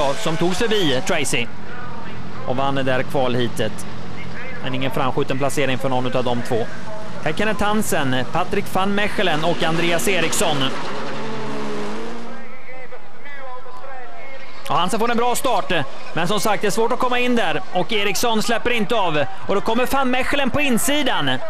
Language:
Swedish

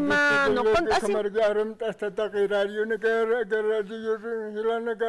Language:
Aymara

